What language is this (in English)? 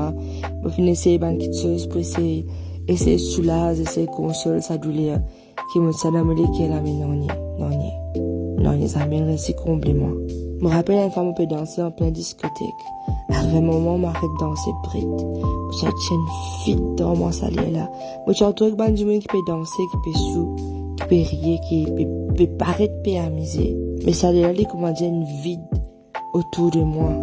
Morisyen